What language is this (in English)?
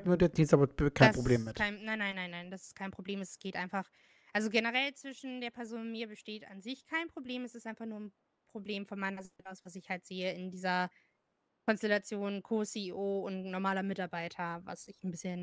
German